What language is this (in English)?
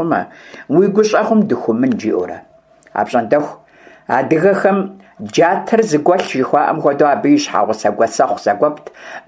Kabardian